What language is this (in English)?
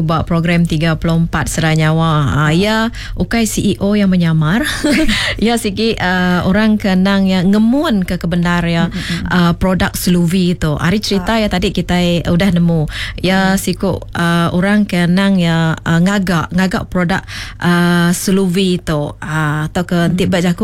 Iban